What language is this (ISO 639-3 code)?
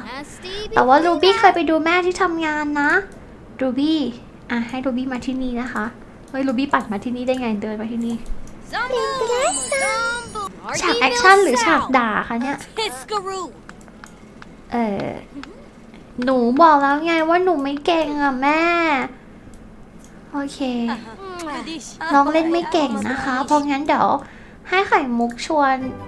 tha